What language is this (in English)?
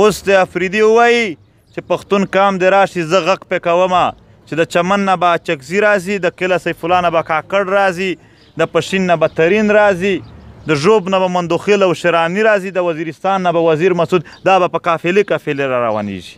Pashto